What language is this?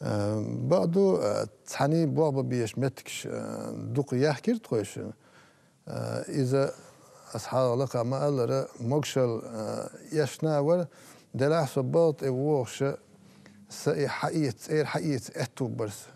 Chechen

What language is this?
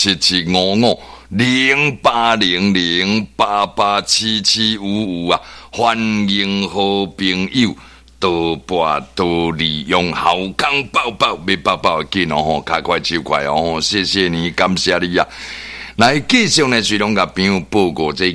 Min Nan Chinese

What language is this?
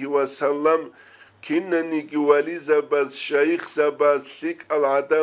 Avaric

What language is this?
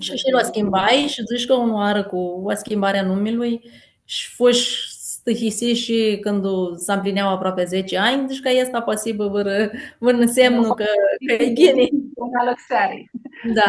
Aromanian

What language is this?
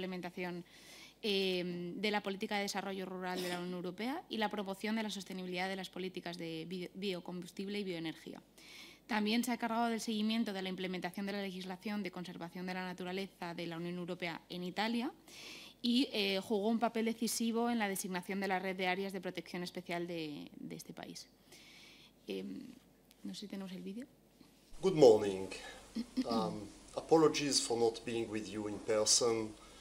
Spanish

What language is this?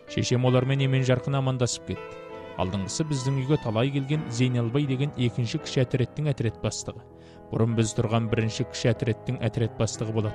Kazakh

